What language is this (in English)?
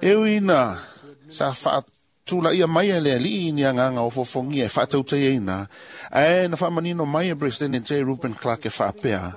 Samoan